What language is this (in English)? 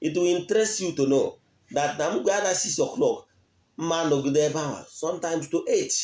Igbo